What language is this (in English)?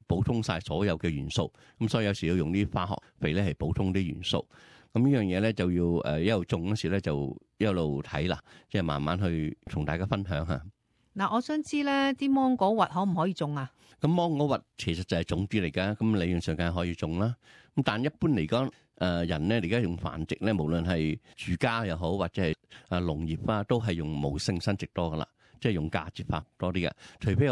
Cantonese